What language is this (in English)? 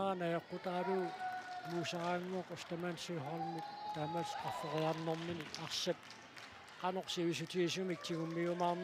Kalaallisut